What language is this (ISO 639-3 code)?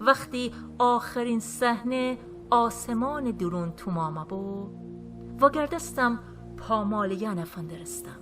glk